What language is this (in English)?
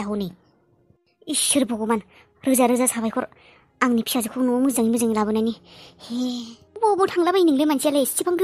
Bodo